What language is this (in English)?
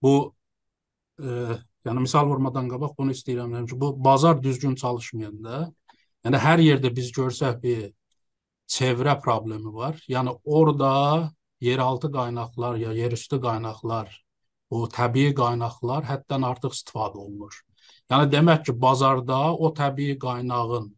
South Azerbaijani